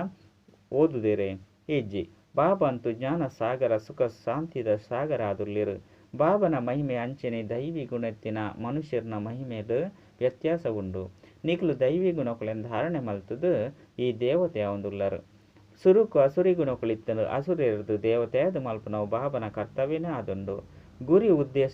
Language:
Tulu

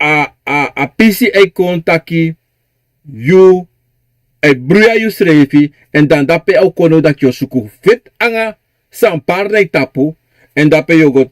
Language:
Sranan Tongo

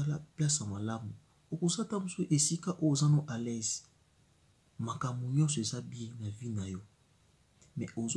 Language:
Lingala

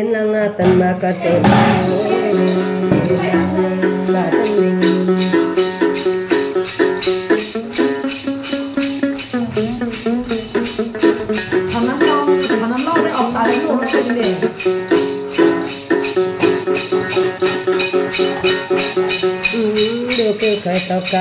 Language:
Vietnamese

